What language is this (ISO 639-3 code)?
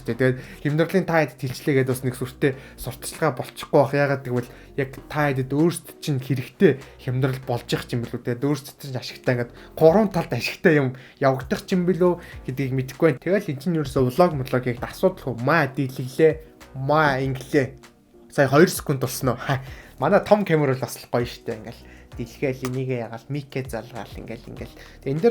mon